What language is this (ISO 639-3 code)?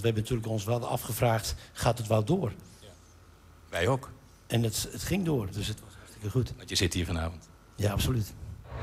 nld